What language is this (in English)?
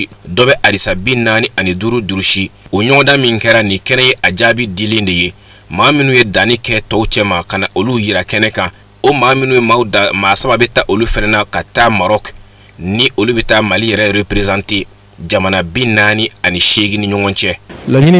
Bambara